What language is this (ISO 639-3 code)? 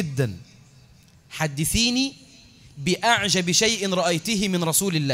arz